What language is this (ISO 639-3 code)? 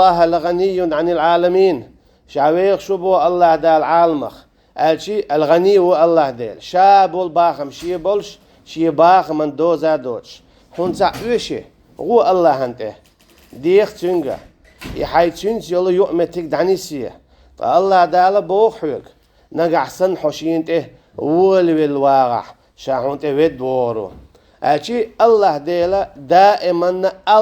che